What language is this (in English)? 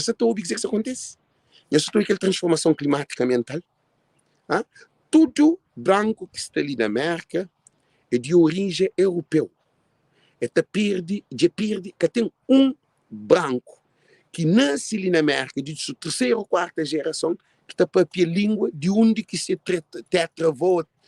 Kabuverdianu